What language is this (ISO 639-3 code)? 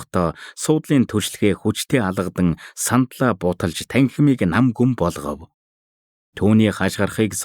mon